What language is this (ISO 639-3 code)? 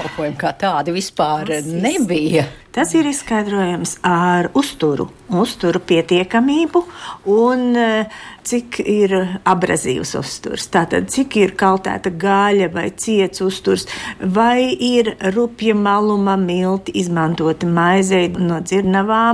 lav